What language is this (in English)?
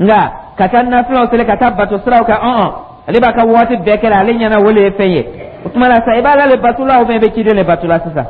Dyula